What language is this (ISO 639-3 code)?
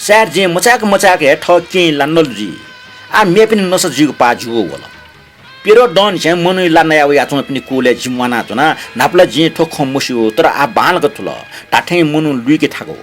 new